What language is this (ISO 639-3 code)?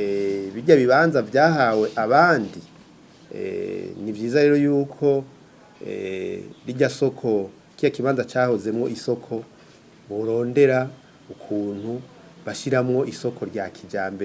run